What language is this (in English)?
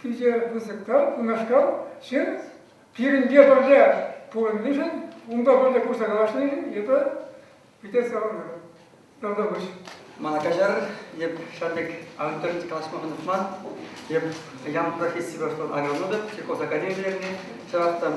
Chuvash